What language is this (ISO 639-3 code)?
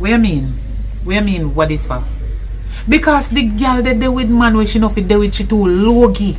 jam